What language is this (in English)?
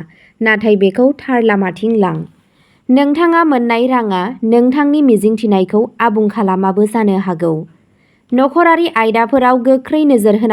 Bodo